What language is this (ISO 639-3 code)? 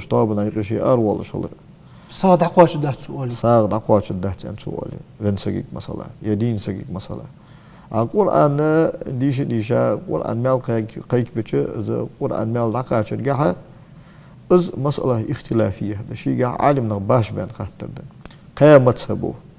inh